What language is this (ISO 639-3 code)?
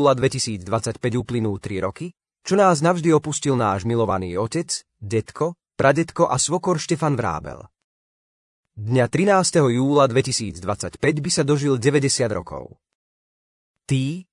slk